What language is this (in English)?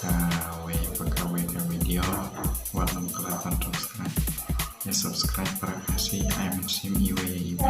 Khasi